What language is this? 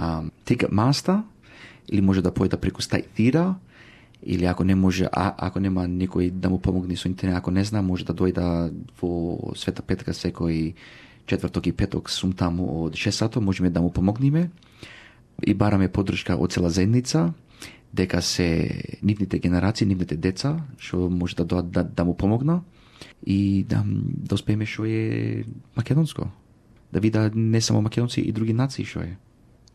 Macedonian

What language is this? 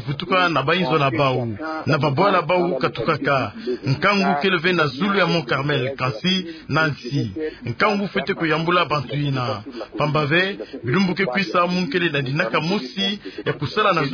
Kituba (Democratic Republic of Congo)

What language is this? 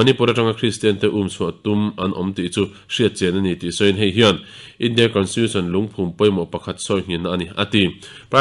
Mizo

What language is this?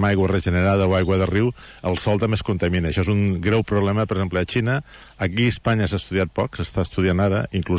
Catalan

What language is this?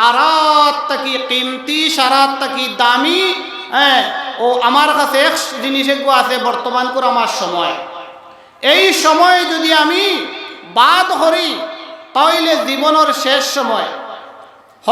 Sylheti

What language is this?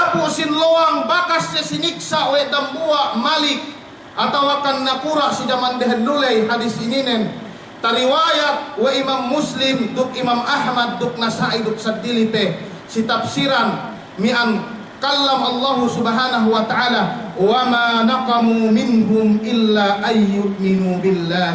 Yakan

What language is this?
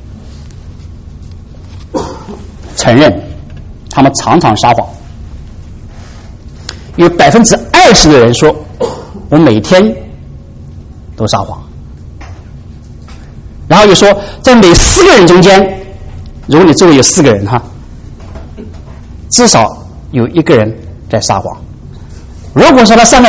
Chinese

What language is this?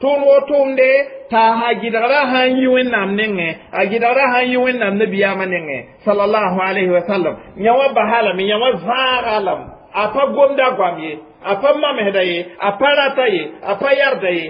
Mossi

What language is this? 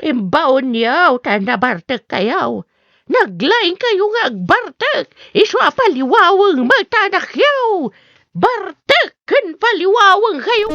Iloko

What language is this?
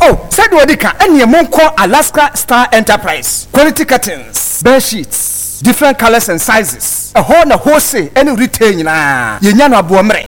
Akan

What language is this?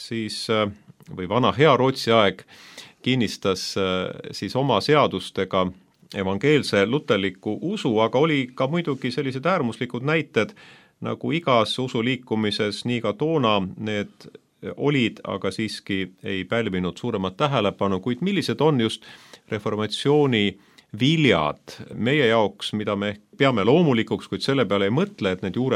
Estonian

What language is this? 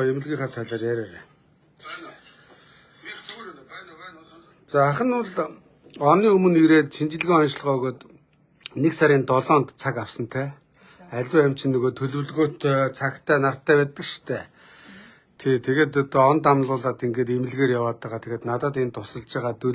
Mongolian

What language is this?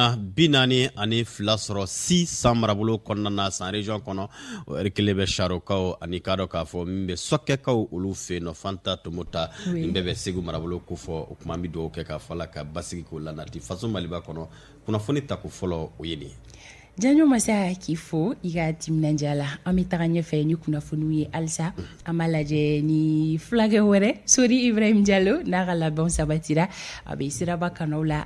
Bambara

